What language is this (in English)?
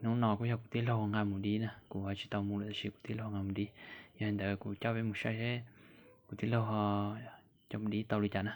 Hmong